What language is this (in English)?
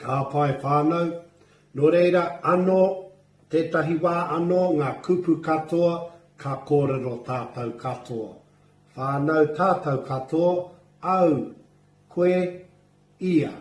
Māori